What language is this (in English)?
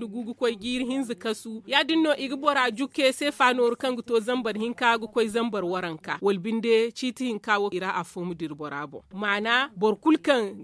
Zarma